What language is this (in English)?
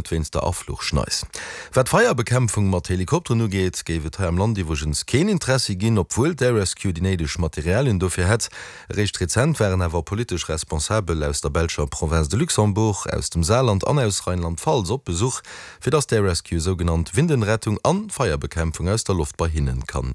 Luxembourgish